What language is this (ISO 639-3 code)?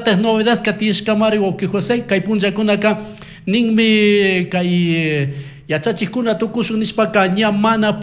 qug